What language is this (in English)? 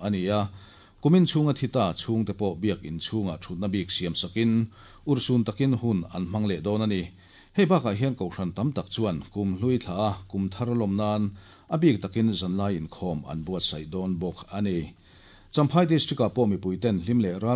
Mizo